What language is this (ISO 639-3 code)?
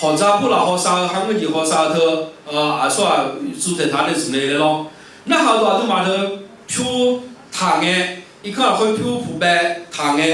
ahk